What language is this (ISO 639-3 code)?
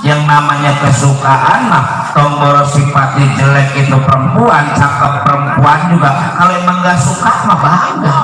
bew